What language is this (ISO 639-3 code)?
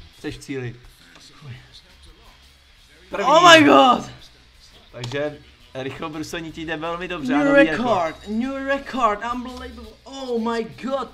ces